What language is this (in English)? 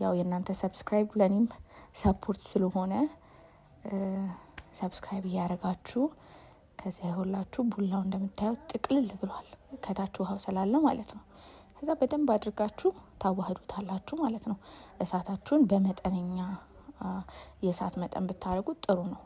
Amharic